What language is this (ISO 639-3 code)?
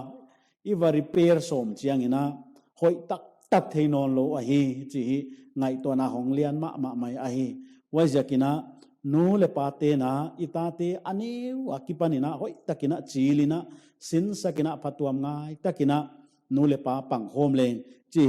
pck